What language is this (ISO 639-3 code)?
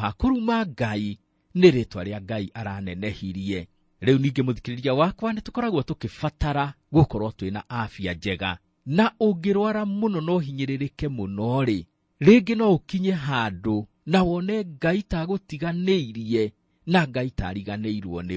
kik